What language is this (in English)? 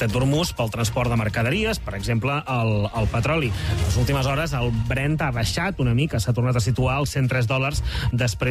Catalan